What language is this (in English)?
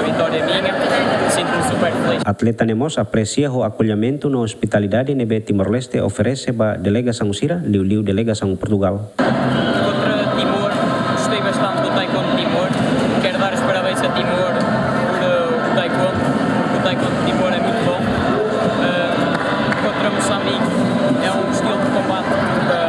Tetum